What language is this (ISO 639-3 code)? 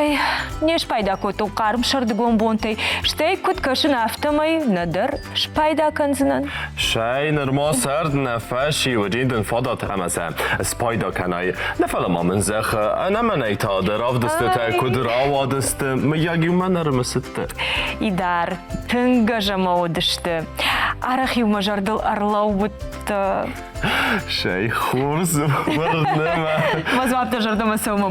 oss